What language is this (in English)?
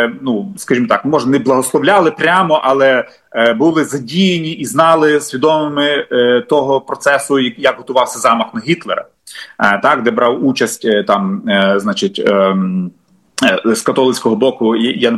Ukrainian